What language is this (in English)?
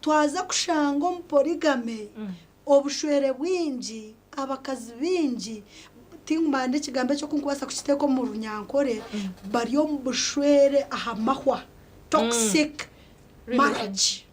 Nyankole